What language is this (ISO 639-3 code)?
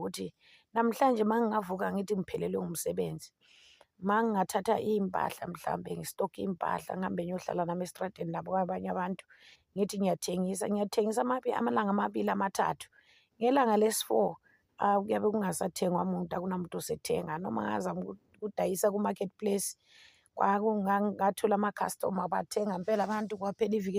zul